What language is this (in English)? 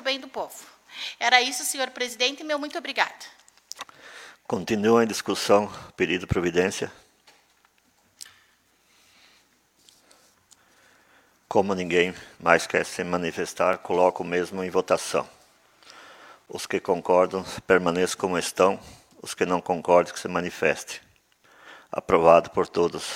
Portuguese